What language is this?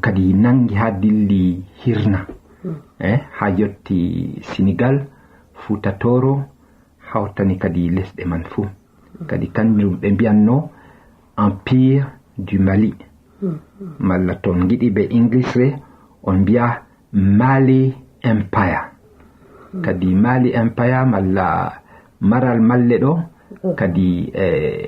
Fula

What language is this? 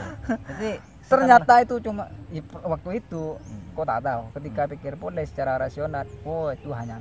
Madurese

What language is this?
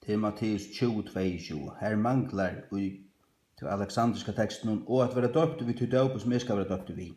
Faroese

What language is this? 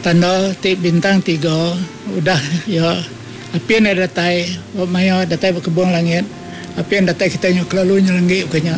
Iban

